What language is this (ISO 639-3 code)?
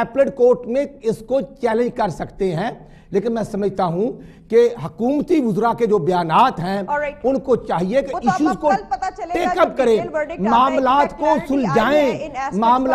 urd